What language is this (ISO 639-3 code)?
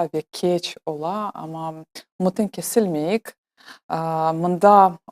crh